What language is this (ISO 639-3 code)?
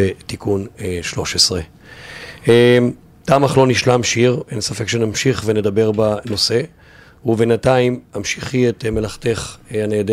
heb